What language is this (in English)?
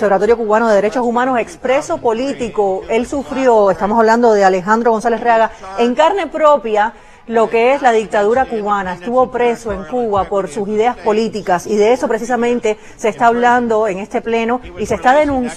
Spanish